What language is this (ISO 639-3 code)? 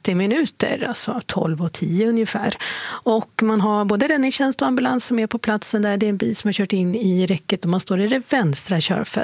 swe